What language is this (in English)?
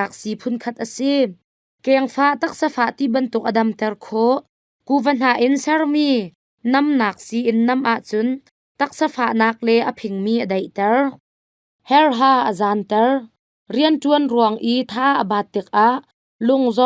Hakha Chin